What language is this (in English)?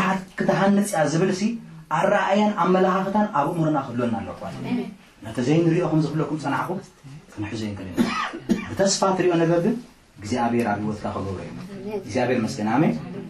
Tigrinya